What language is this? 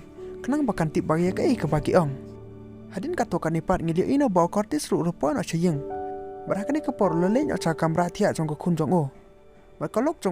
Khasi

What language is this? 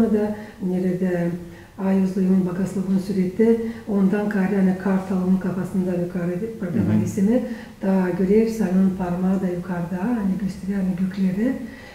Gagauz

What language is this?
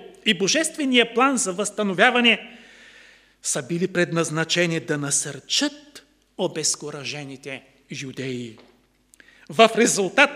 Bulgarian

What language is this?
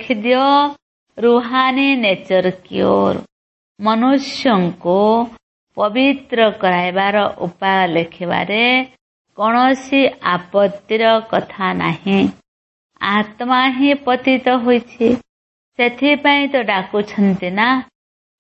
Odia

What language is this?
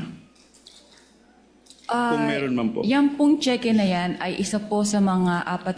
Filipino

